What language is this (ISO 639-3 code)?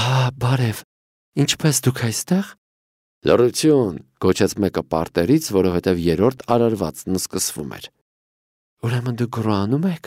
hye